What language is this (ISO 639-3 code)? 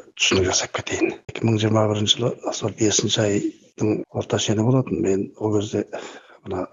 kaz